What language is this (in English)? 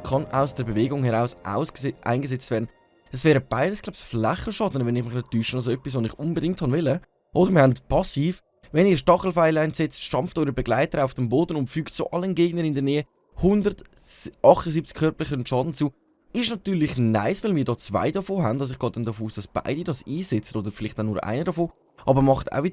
Swiss German